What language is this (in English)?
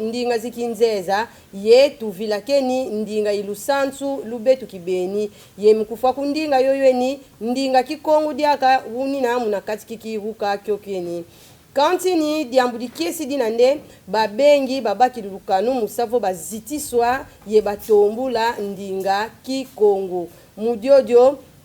Kongo